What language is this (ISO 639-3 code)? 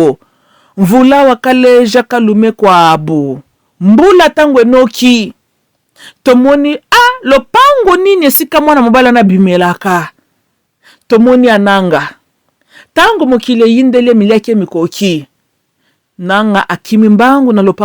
lin